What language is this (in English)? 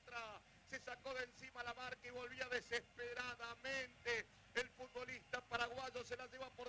Spanish